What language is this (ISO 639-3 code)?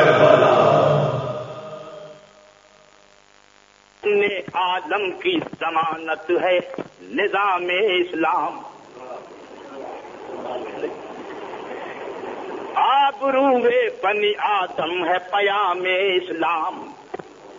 urd